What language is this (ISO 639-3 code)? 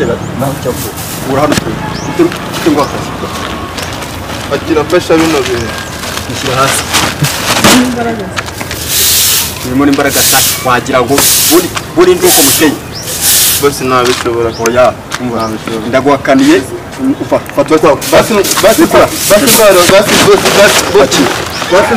kin